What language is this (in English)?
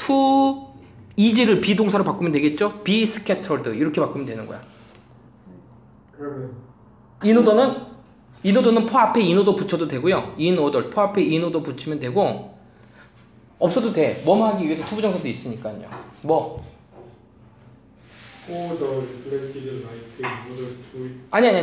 Korean